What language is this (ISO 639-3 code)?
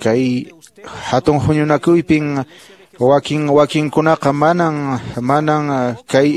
que